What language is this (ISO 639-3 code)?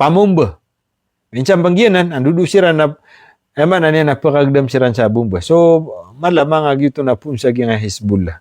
mrw